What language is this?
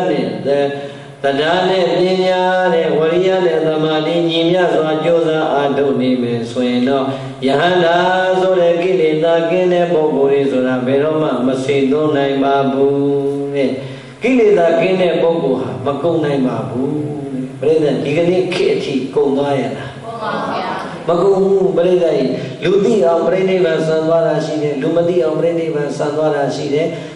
Burmese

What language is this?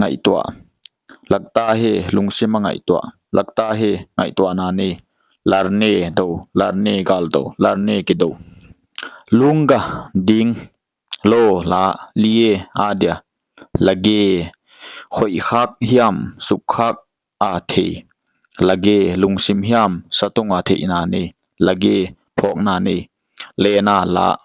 Paite Chin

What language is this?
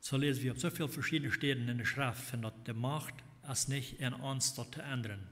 Plautdietsch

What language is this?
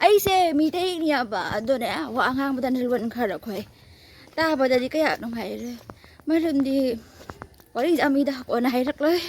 Manipuri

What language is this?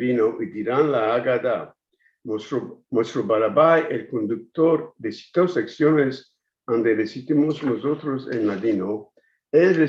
Ladino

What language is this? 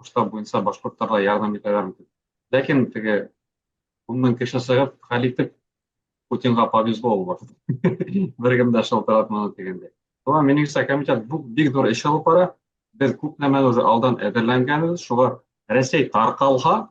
Bashkir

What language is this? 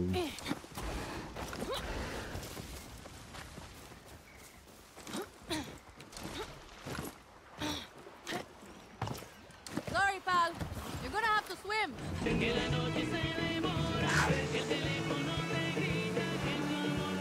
English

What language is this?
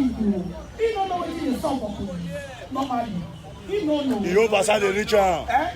Nigerian Pidgin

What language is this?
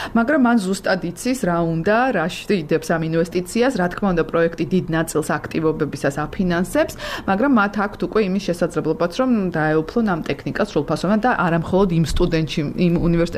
Georgian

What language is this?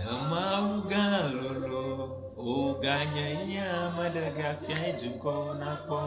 Ewe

